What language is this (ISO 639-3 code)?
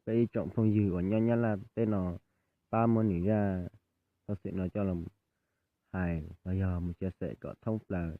hmn